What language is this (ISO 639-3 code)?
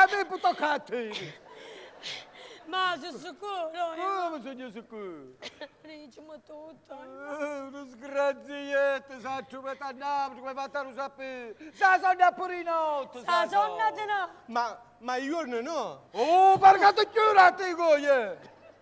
ita